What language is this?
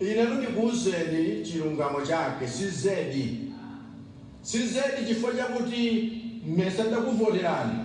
Nyanja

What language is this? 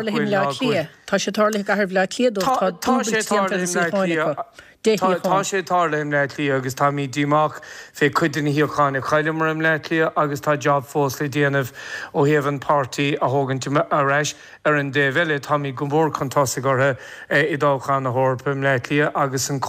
Irish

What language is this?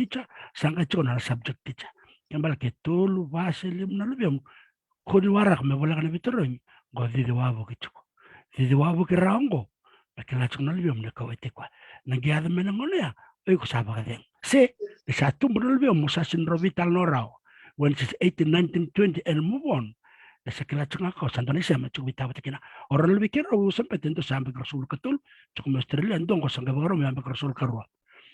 Fijian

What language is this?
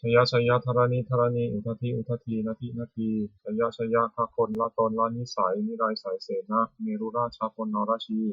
Pali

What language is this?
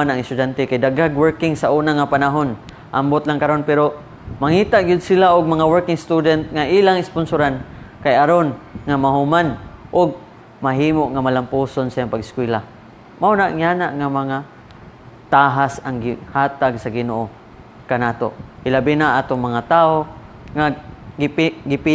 Cebuano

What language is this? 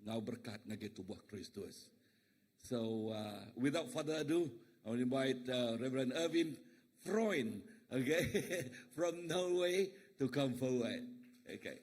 Iban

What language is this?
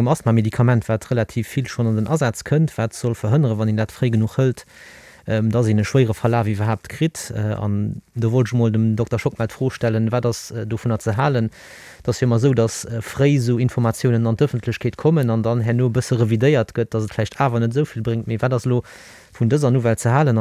Luxembourgish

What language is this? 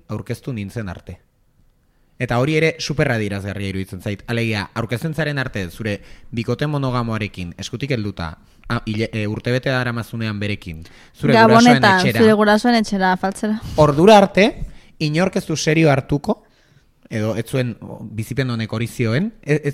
Basque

